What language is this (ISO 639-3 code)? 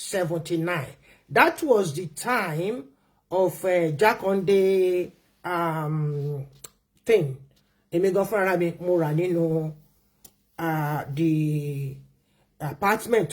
yor